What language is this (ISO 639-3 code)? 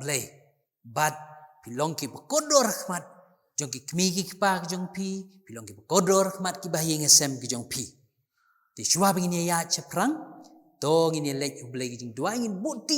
kha